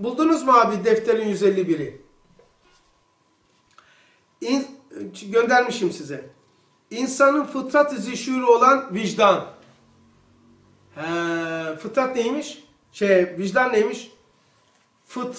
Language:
Turkish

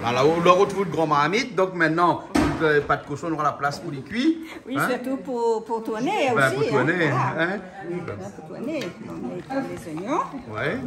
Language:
Réunion Creole French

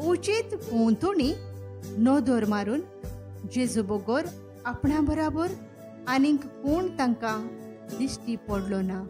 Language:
Konkani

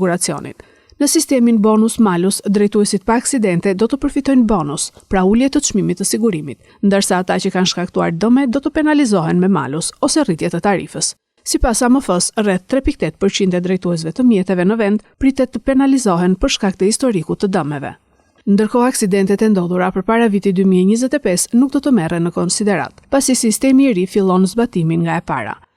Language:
Albanian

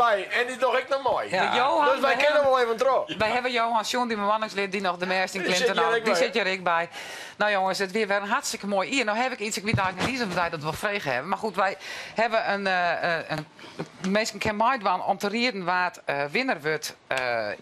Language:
Western Frisian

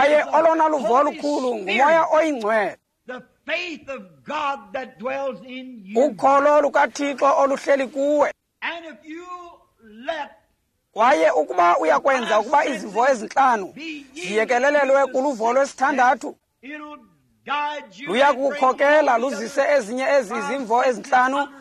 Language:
Xhosa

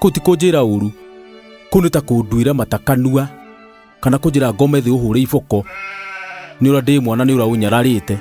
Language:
Kikuyu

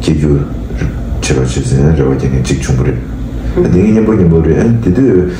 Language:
Tibetan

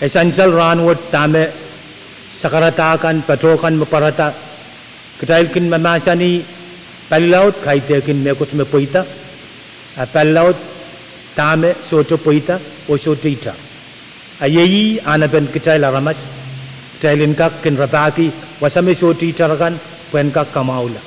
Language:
Pohnpeian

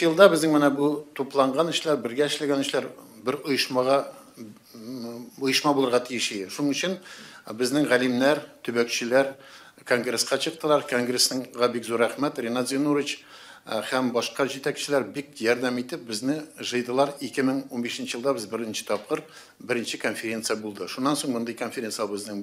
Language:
Tatar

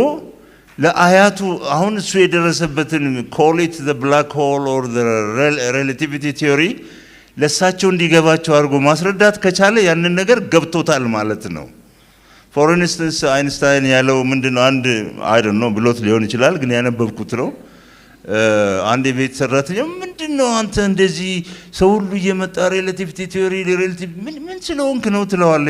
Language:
Amharic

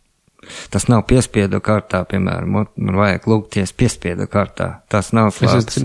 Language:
Latvian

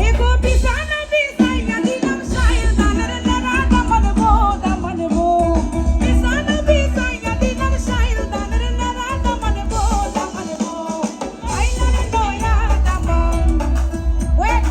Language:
Sylheti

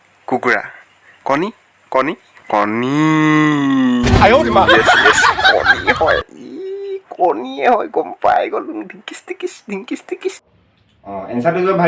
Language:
Assamese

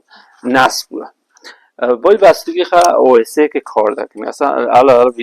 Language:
Kurdish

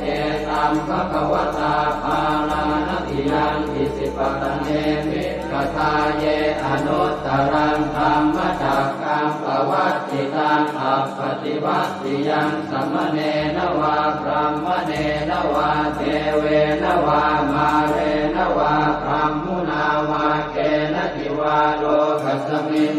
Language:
Pali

